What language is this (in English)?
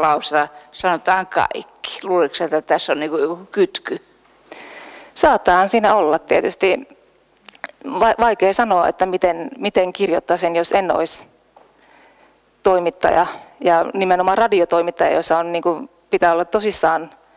Finnish